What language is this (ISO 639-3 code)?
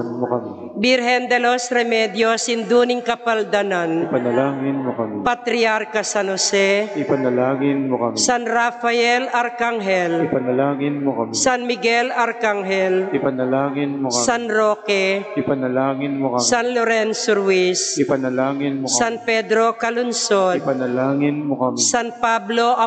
pam